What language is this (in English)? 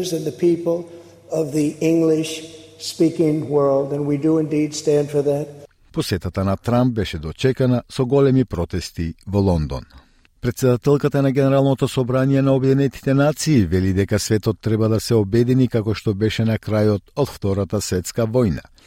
Macedonian